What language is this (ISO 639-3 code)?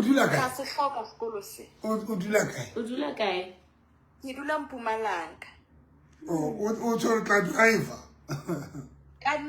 sot